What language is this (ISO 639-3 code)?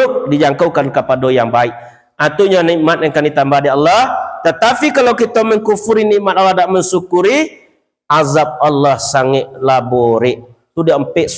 min